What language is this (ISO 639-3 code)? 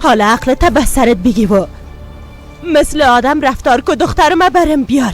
fas